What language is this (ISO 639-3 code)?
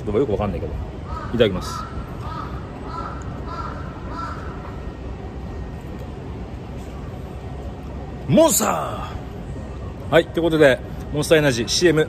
jpn